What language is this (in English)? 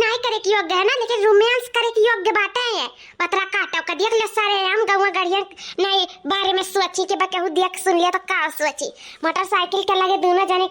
Awadhi